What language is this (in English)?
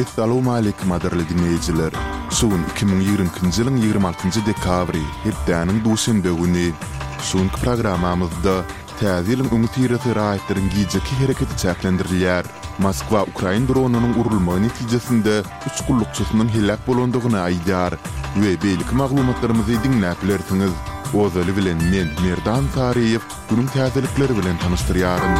Turkmen